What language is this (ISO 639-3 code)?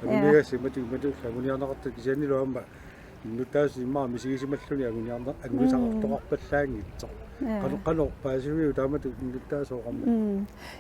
kal